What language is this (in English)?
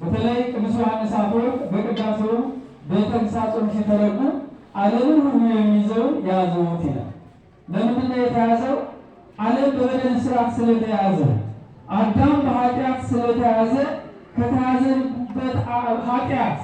Amharic